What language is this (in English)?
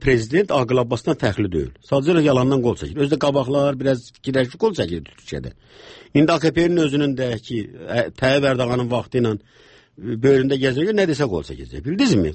Azerbaijani